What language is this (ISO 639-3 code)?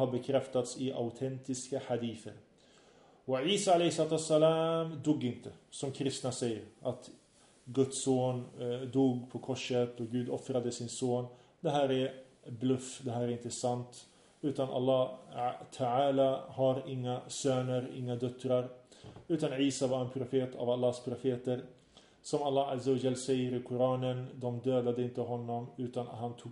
swe